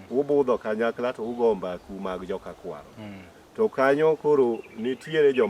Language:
Luo (Kenya and Tanzania)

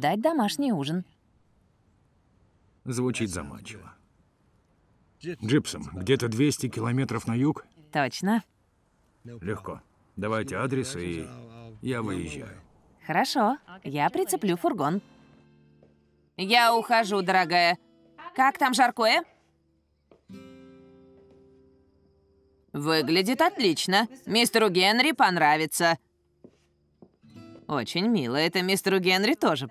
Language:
Russian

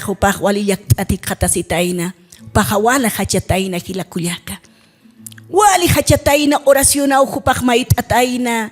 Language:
Aymara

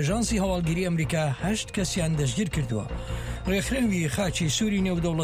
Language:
Central Kurdish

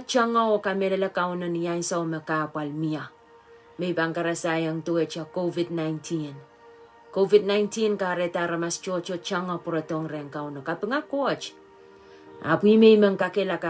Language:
Pohnpeian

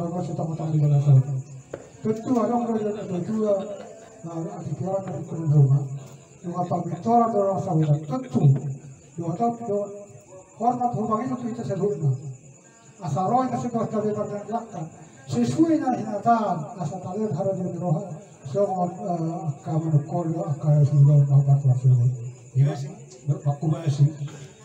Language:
Batak Toba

